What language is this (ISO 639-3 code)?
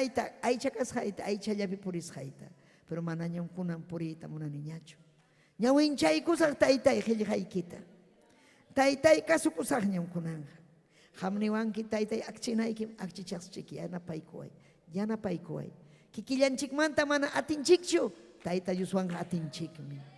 quy